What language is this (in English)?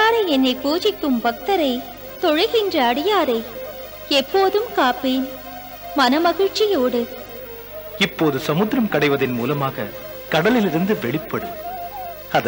Tamil